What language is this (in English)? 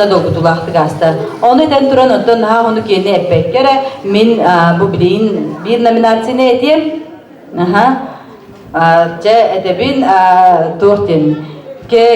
Yakut